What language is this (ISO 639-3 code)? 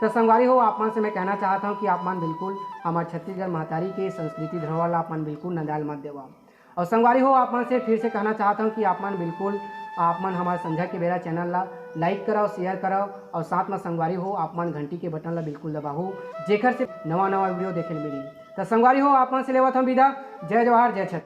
hne